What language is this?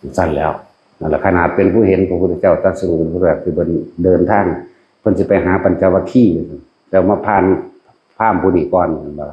Northeastern Thai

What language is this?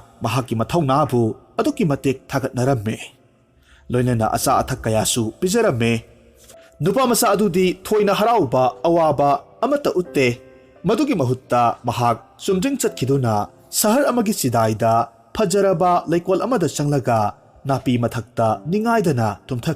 Manipuri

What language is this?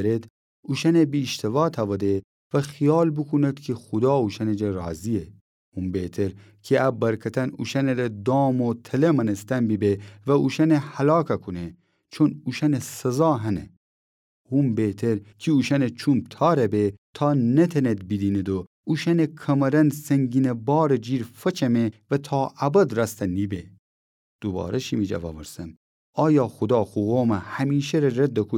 Gilaki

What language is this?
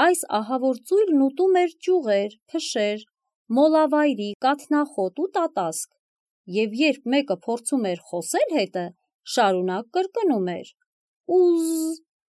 Armenian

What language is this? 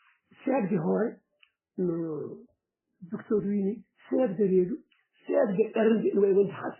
Fula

